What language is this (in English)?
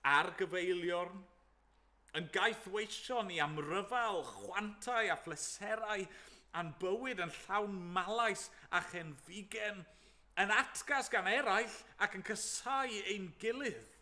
Welsh